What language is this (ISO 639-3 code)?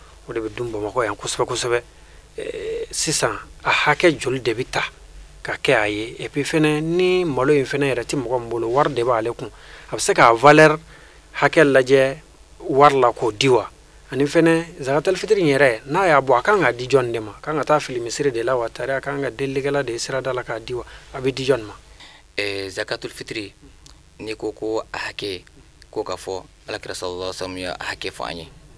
bam